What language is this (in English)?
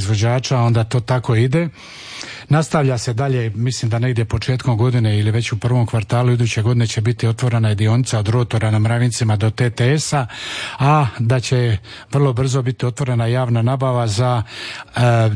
Croatian